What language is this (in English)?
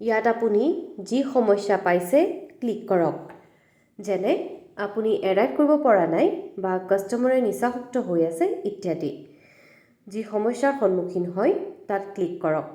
Assamese